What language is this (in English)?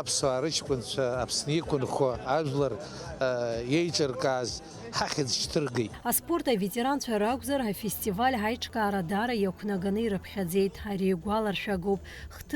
Abkhazian